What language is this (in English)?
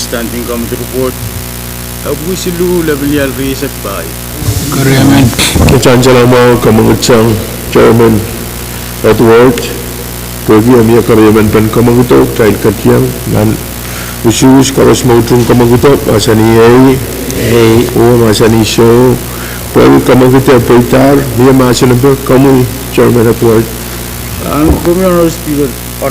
Pohnpeian